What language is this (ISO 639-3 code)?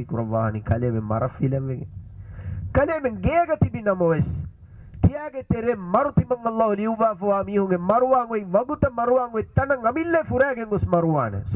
div